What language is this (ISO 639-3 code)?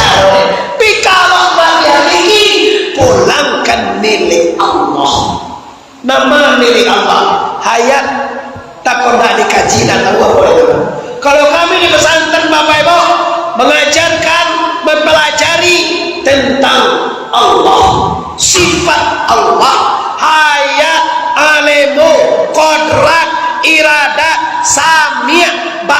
min